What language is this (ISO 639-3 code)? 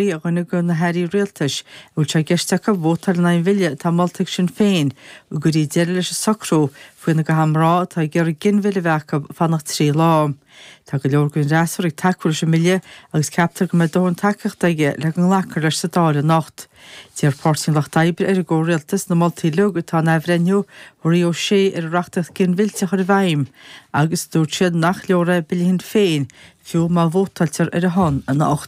gle